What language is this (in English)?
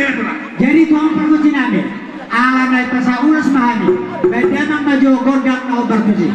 Batak Toba